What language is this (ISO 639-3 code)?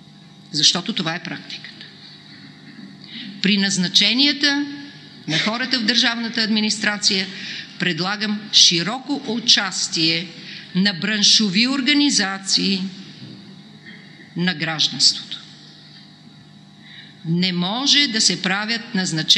bul